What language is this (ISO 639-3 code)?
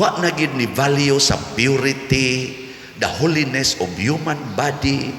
ceb